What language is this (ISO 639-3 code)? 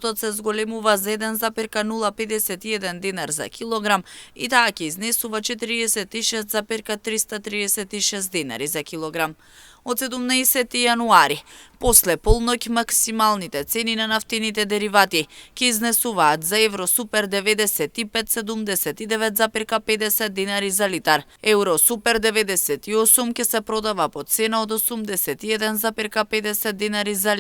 mkd